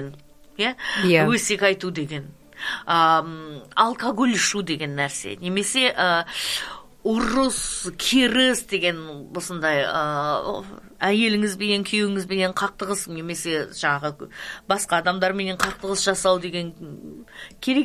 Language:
Kazakh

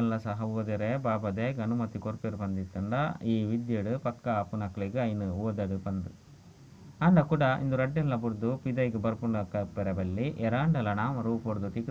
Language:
Tulu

